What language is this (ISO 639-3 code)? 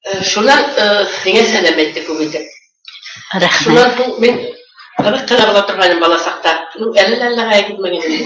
bak